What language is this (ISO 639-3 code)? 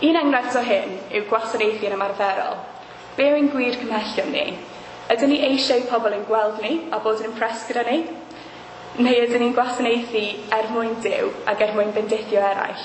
cym